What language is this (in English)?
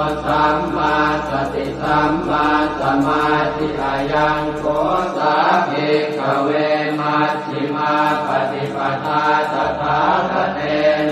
Pali